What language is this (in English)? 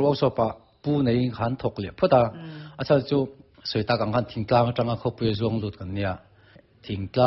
Mizo